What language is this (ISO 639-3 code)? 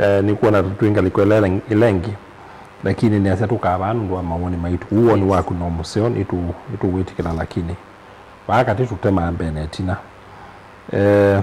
kam